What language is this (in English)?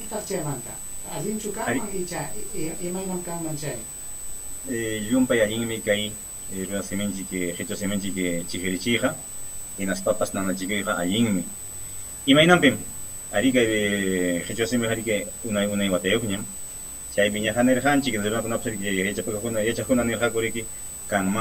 Ayacucho Quechua